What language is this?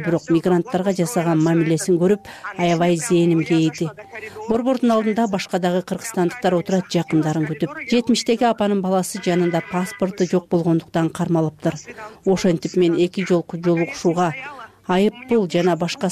Kyrgyz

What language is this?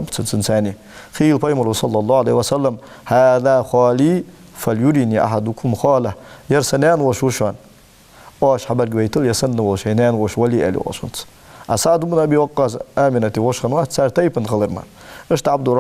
Ingush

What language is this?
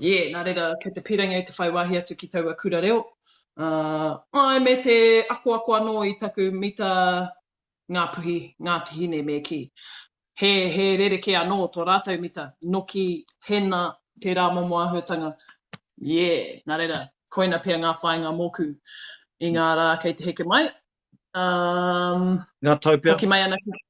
Māori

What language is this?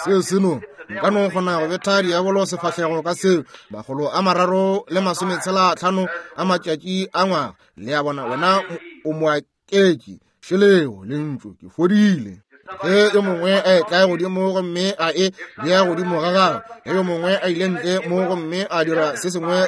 Northern Sotho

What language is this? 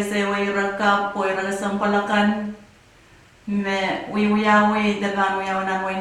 Pohnpeian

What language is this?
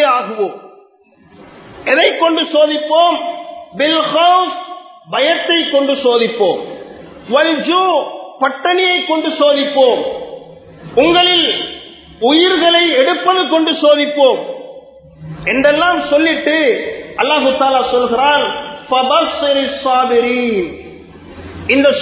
Tamil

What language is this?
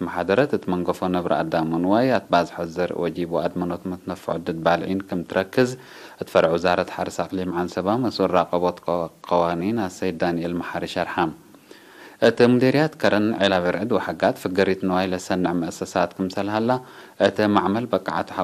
Tigre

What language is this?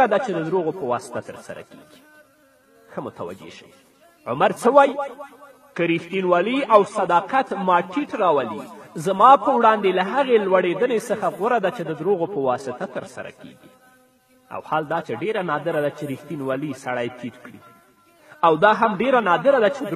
Pashto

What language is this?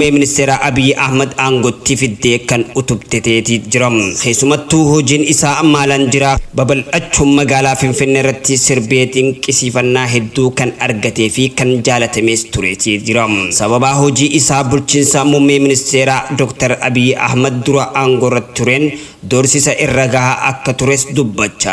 Oromo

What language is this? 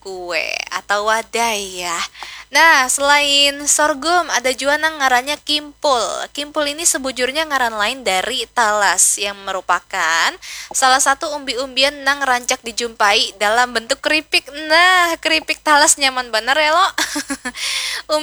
Banjar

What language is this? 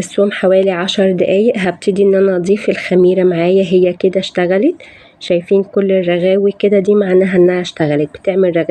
Egyptian Arabic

